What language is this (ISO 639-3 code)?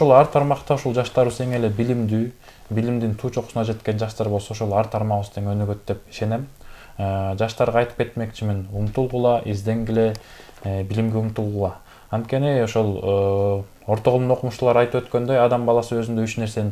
kir